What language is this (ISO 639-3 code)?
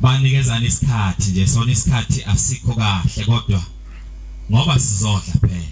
zul